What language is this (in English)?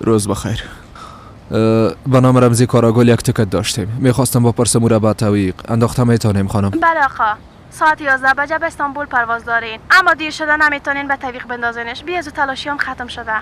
Persian